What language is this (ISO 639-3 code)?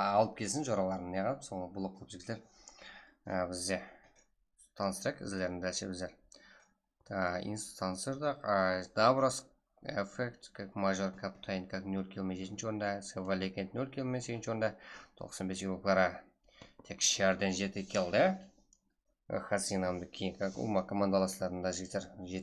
kaa